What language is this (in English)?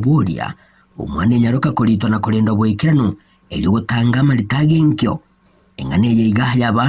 Gusii